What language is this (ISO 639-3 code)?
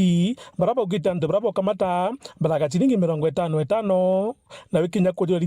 mer